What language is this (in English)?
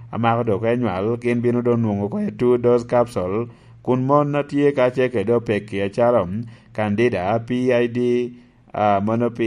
Lango (Uganda)